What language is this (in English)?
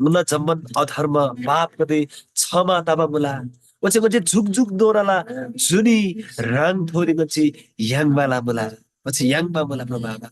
Eastern Tamang